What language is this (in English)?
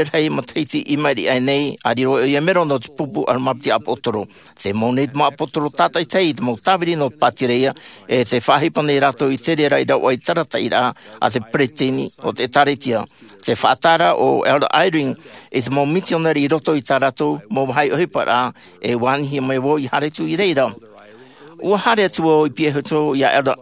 Tahitian